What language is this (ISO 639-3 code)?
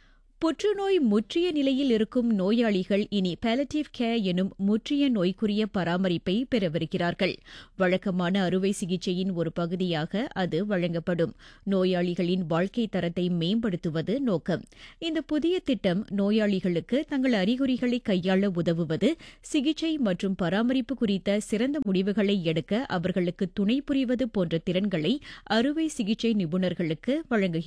tam